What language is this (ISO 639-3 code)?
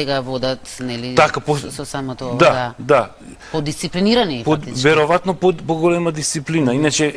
mkd